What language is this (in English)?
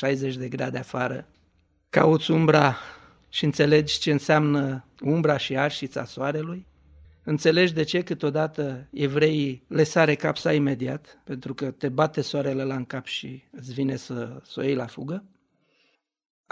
Romanian